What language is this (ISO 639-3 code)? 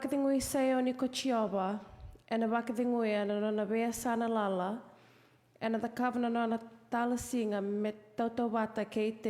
fij